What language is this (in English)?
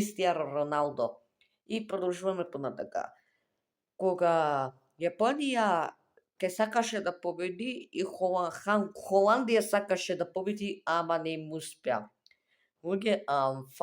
Macedonian